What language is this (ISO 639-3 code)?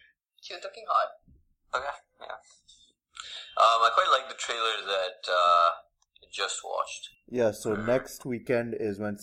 eng